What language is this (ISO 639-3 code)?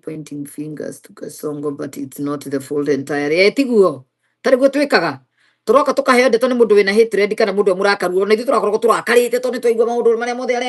kik